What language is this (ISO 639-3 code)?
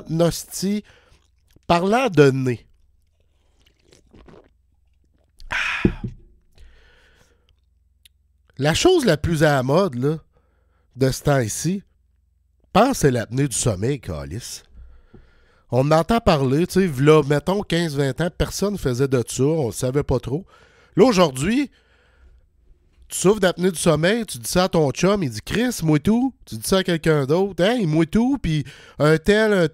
fra